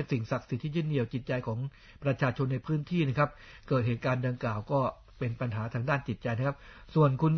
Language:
Thai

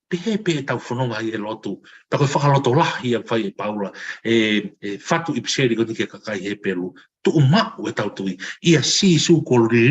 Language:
Tongan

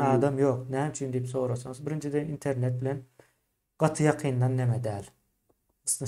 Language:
Turkmen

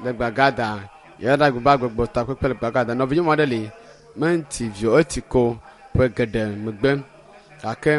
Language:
Ewe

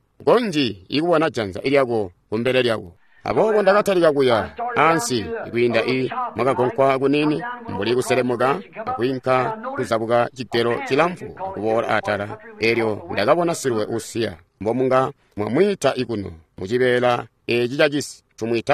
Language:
Tonga (Zambia)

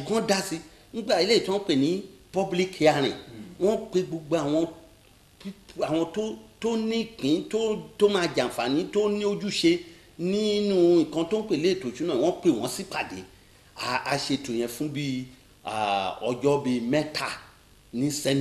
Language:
Yoruba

